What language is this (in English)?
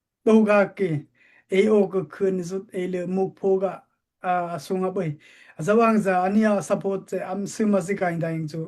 Daai Chin